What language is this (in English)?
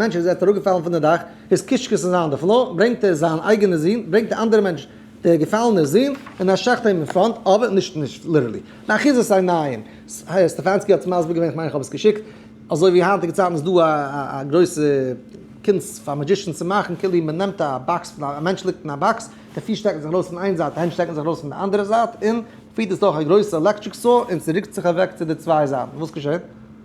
Yiddish